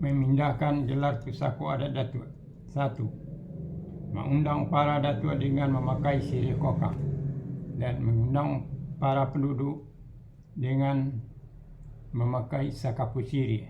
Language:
Minangkabau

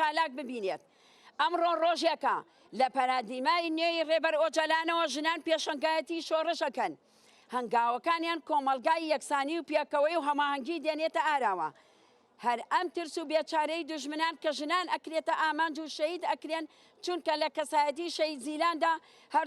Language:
Central Kurdish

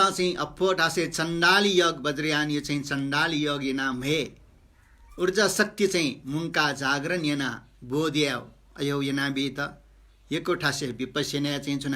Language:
Newari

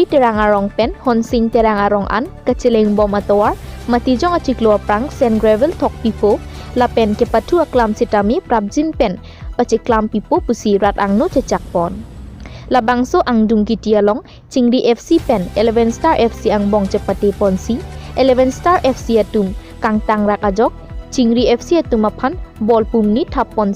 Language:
Karbi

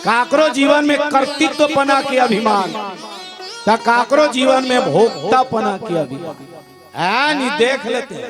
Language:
Chhattisgarhi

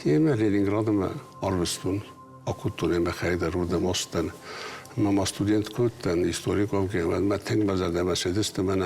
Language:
Ossetic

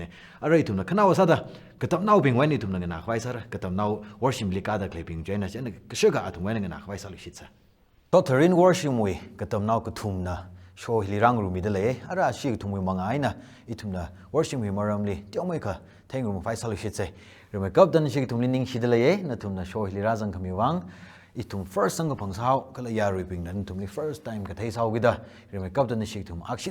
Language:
Tangkhul Naga (India)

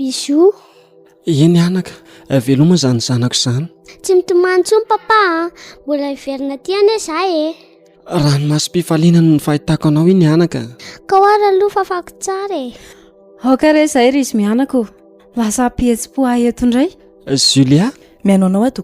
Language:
Malagasy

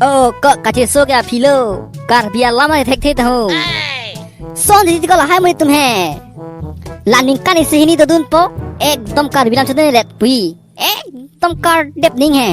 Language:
Karbi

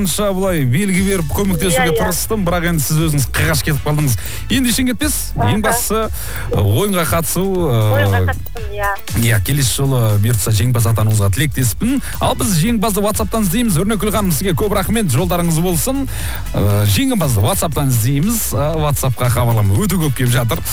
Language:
Kazakh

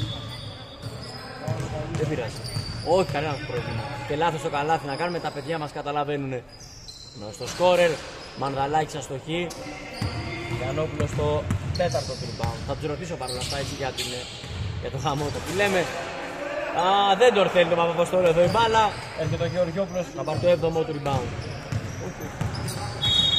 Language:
Greek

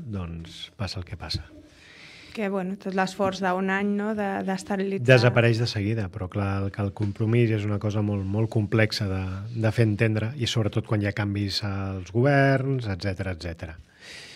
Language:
Catalan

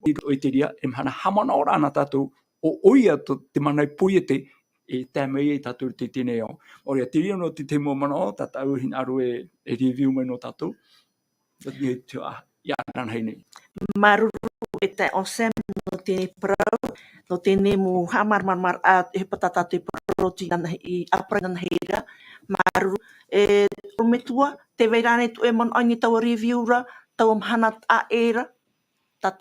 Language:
Tahitian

